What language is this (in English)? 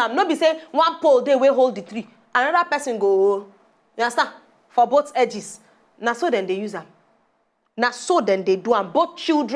Nigerian Pidgin